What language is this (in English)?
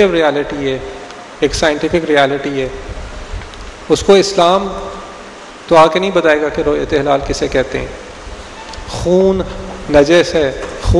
Urdu